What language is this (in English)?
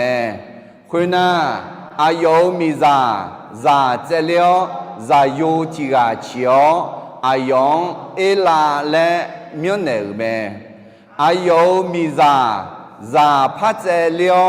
Akha